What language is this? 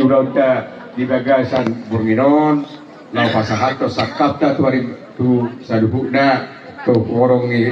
Batak Toba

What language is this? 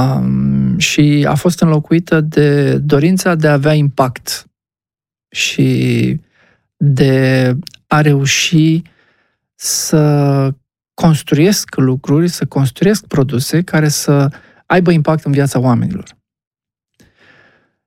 Romanian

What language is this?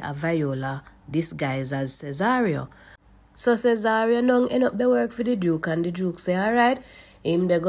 Jamaican Creole English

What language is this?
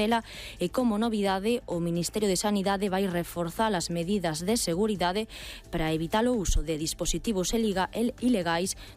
Galician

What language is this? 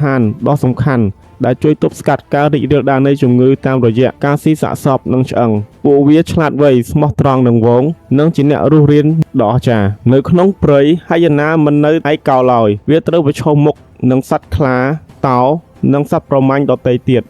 Khmer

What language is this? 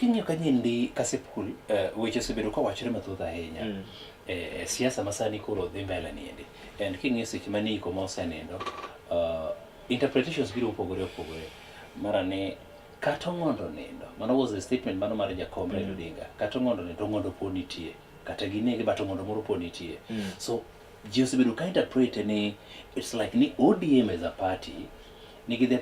Luo (Kenya and Tanzania)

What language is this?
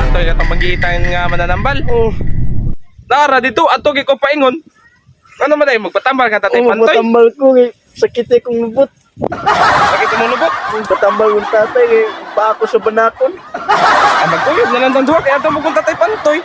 Cebuano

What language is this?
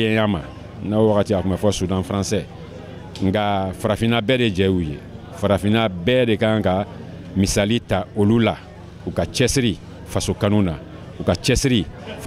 Bambara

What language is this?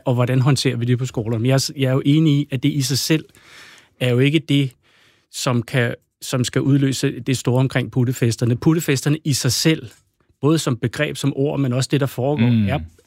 Danish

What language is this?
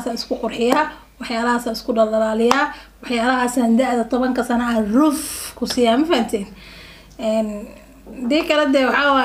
Somali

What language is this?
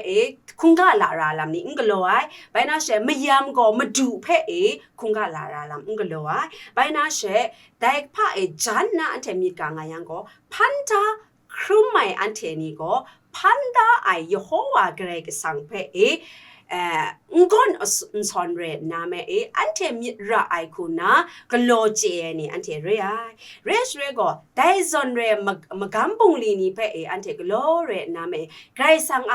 Kachin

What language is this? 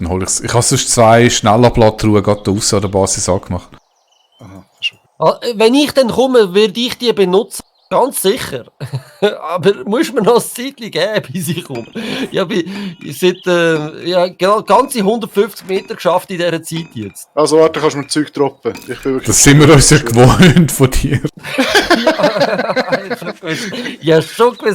Swiss German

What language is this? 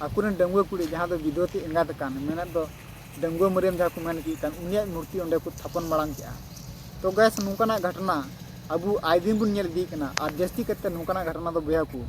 Santali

